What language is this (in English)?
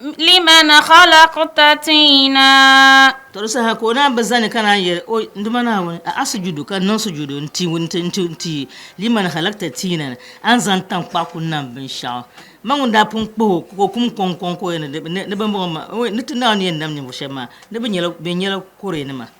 Dagbani